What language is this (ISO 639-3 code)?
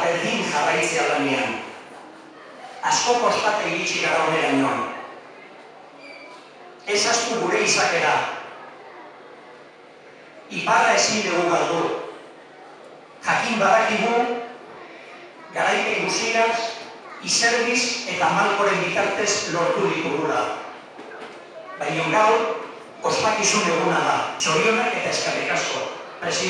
eus